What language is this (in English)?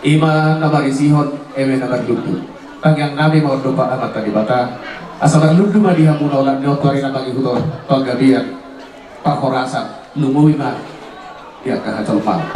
Batak Toba